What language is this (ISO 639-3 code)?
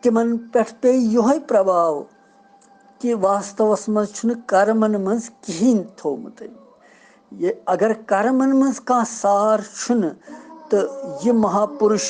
kas